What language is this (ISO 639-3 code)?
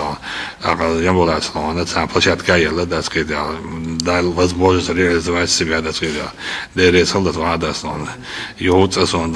che